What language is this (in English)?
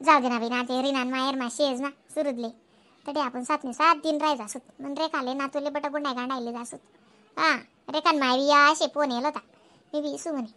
Khandesi